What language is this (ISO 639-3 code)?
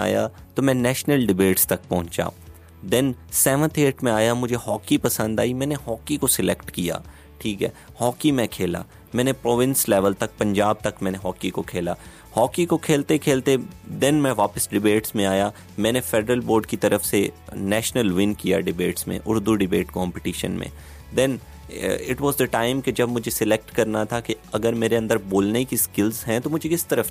urd